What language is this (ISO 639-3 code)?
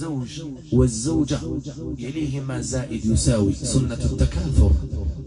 ara